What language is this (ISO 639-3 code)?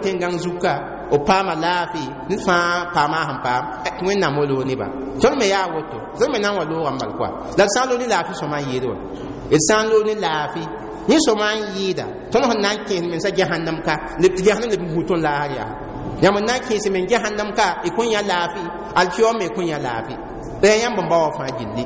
mos